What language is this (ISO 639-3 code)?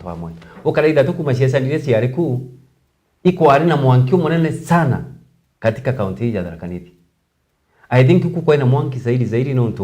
mer